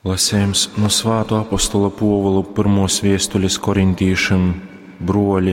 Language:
Latgalian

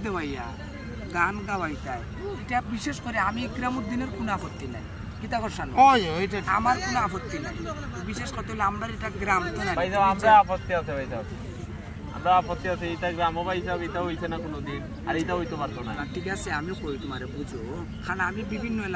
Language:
Sylheti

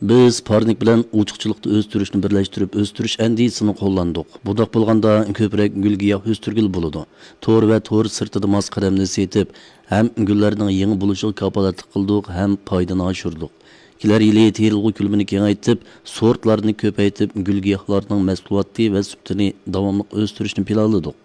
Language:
Uyghur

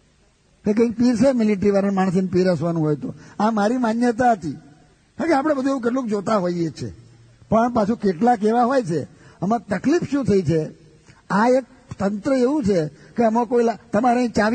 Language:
Gujarati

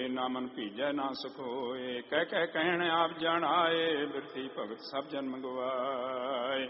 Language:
Punjabi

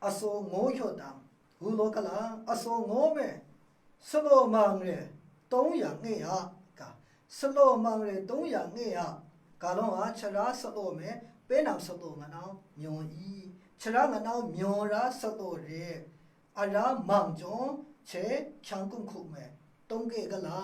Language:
Maru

